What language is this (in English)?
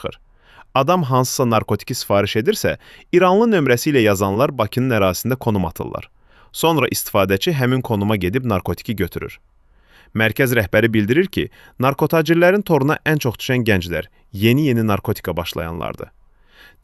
Azerbaijani